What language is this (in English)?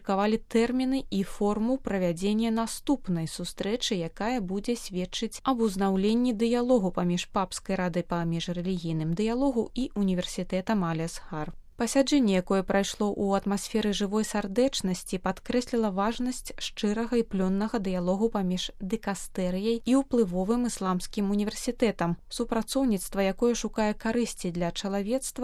Belarusian